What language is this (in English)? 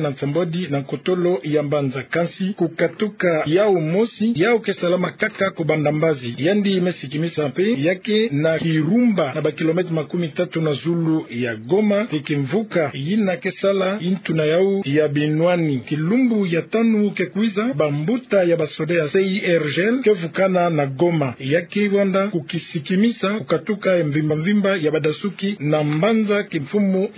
Kituba (Democratic Republic of Congo)